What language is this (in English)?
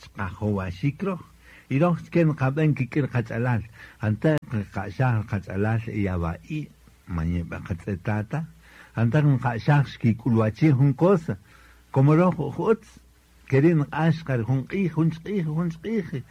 Kaqchikel